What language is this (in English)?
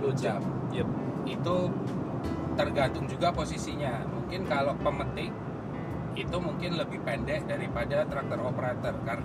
Indonesian